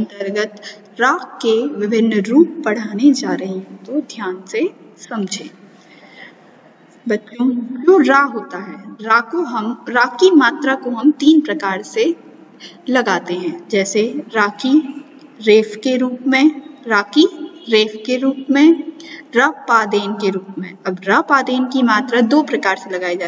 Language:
Hindi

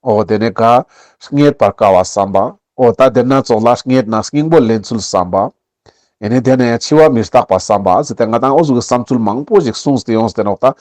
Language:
Ladakhi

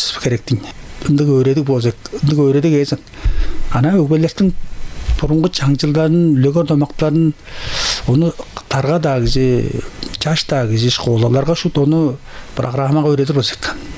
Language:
Tuvinian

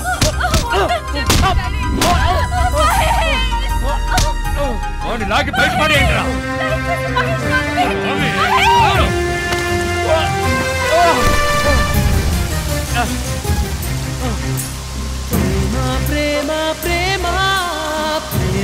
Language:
Telugu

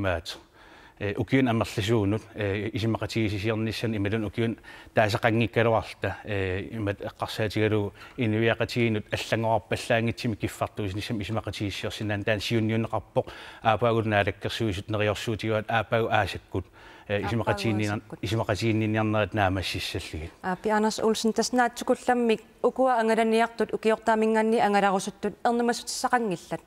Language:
Kalaallisut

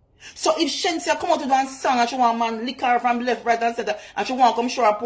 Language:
Jamaican Creole English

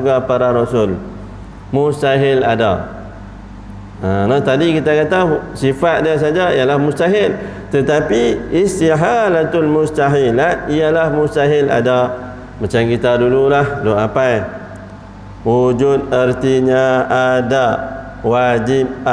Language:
Malay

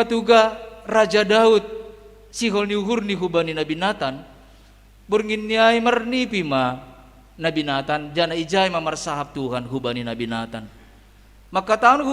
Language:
Batak Simalungun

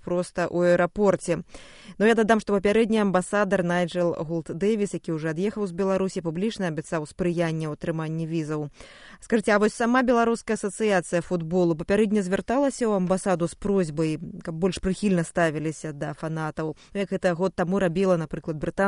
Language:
Belarusian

